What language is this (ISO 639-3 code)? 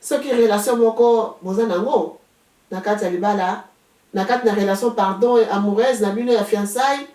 lin